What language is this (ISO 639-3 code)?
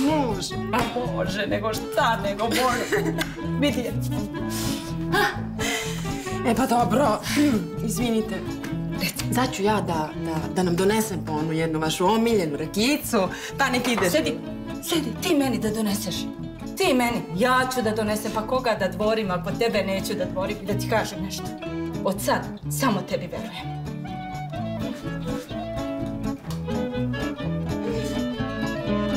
srp